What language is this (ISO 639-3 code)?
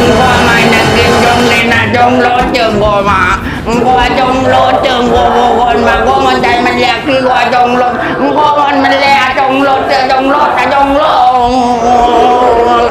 mad